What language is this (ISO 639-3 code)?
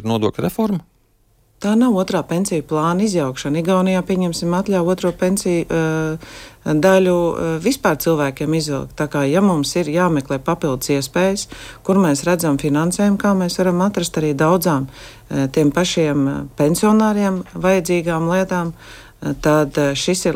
lav